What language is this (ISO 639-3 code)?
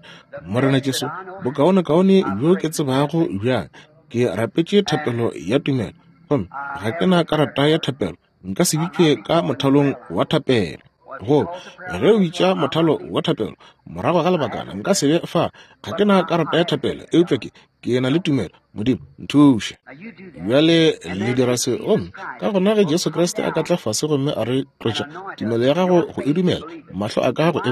nso